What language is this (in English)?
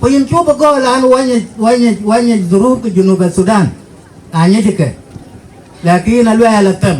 Dinka